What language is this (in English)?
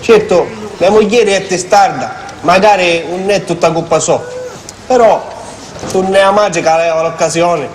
Sicilian